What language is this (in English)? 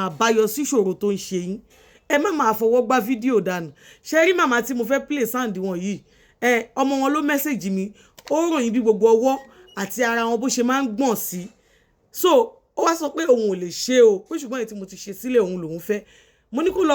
Yoruba